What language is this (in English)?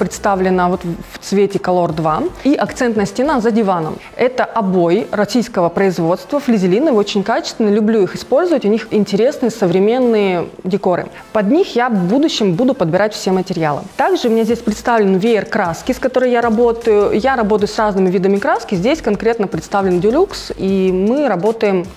Russian